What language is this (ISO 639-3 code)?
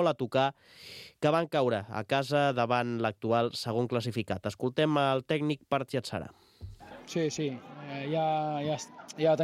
cat